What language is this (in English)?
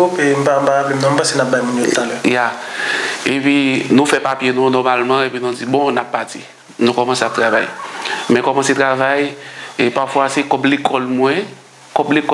Haitian Creole